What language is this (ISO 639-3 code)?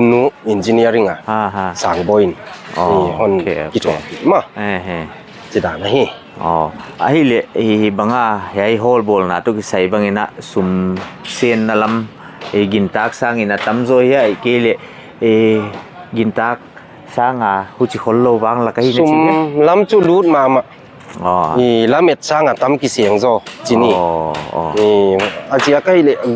pck